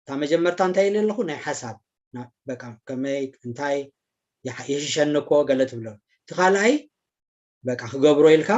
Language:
Tigrinya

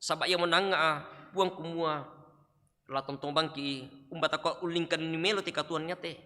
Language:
Toraja-Sa'dan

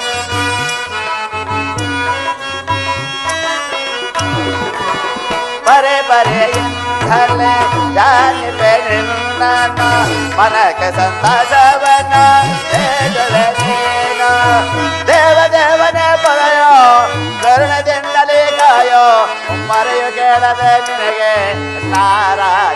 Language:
Kannada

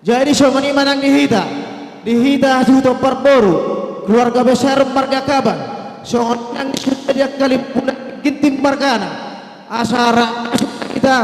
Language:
Batak Karo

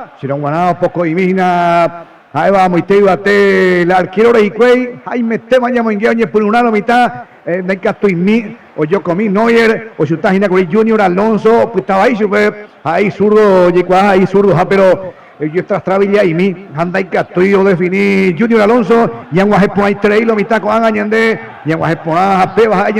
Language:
Guarani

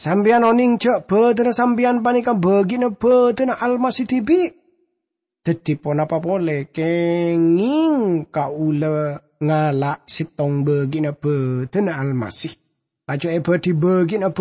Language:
Madurese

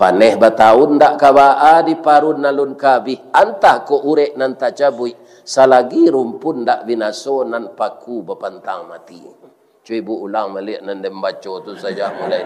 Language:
Minangkabau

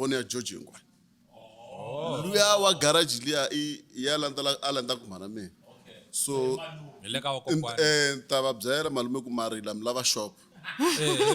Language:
Tsonga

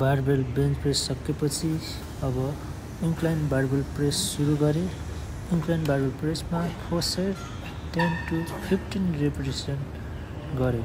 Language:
Nepali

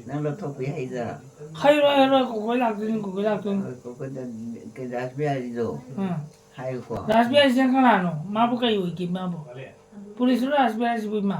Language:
Manipuri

